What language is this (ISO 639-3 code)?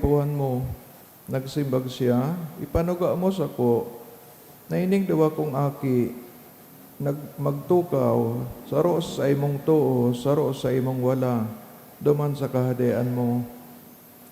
bik